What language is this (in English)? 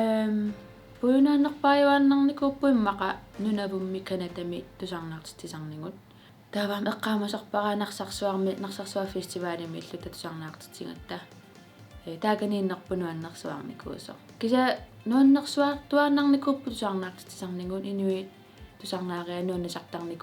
Kalaallisut